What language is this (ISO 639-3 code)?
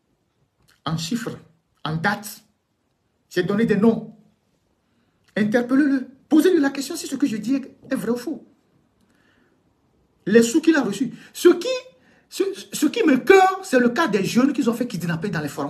fra